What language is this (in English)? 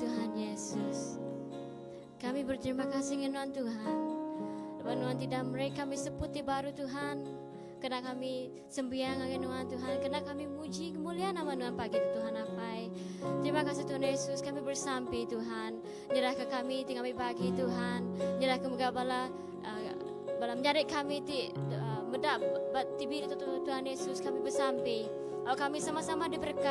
Iban